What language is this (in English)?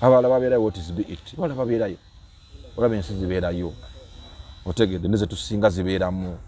Ganda